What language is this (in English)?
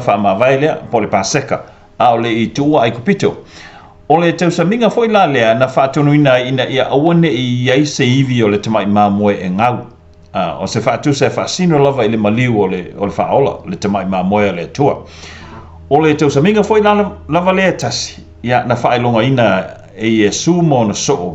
Samoan